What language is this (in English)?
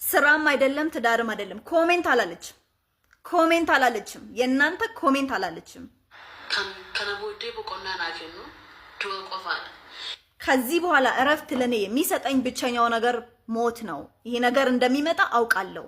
Amharic